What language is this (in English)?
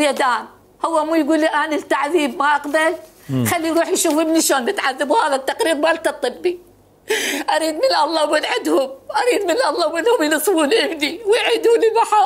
Mesopotamian Arabic